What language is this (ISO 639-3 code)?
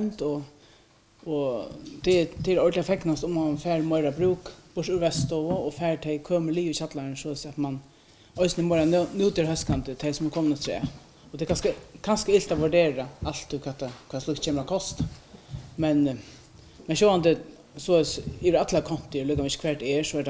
fao